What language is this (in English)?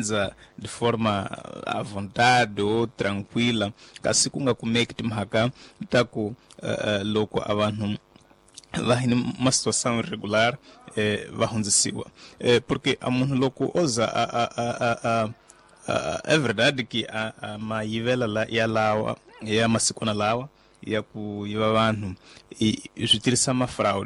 Tsonga